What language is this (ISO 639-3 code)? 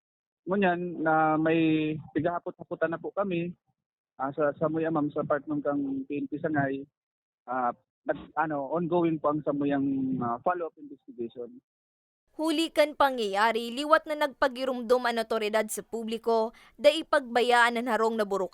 bik